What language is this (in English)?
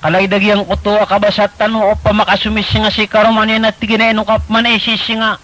Maranao